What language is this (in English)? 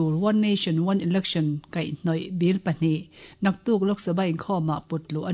Mizo